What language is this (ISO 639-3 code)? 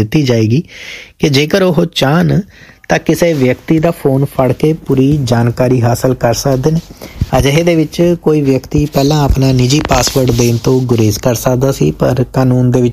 pan